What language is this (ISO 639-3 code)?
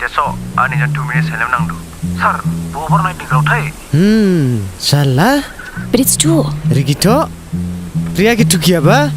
dis